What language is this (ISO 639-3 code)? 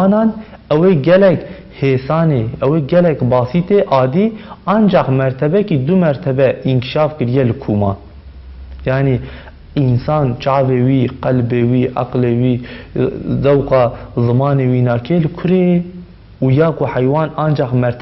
kur